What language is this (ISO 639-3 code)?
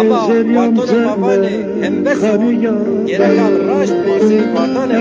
zza